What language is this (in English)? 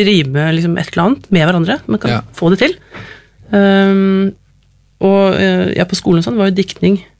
Norwegian